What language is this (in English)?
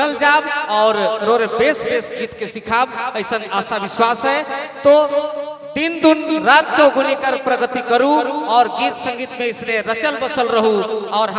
Sadri